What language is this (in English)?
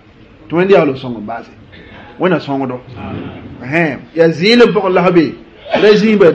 Mossi